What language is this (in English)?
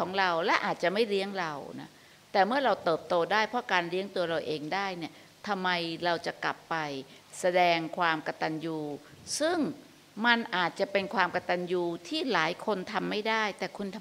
Thai